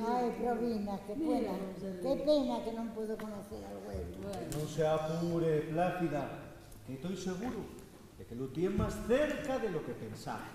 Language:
Asturian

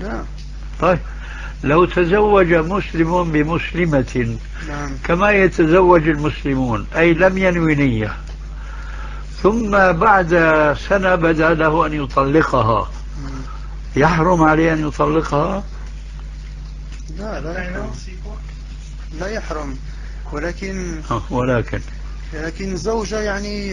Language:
Arabic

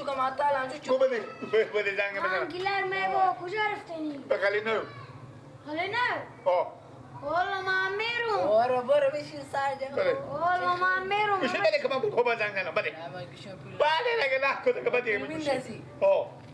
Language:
Persian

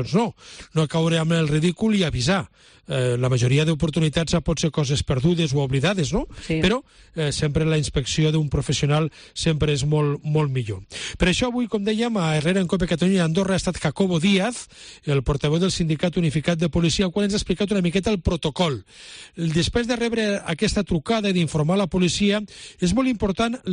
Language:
Catalan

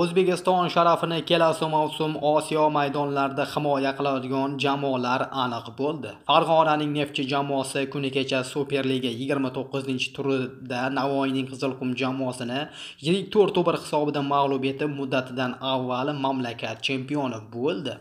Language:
Uzbek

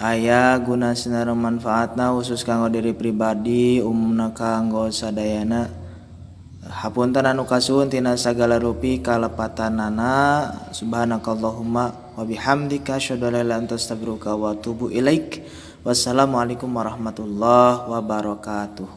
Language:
Sundanese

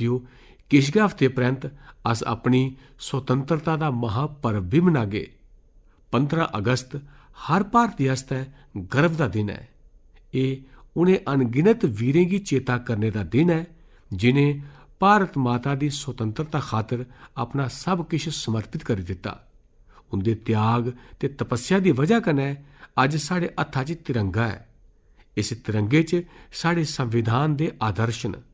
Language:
Dogri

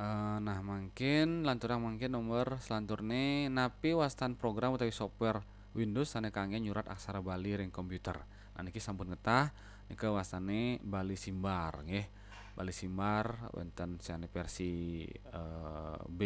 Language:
Balinese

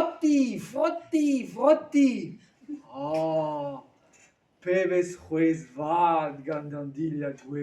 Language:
Breton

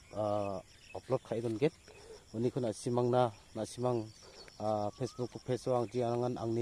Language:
Garo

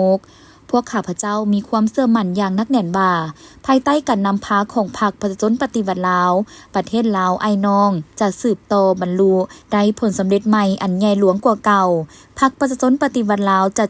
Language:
Lao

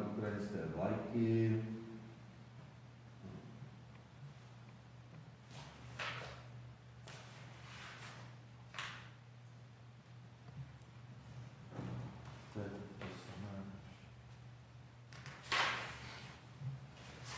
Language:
Czech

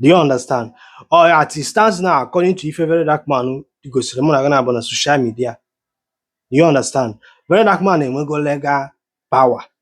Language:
Igbo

